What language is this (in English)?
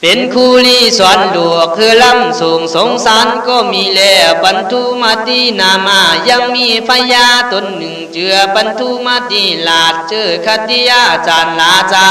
Khün